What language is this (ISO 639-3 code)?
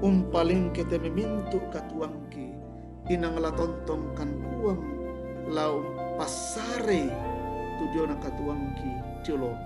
sda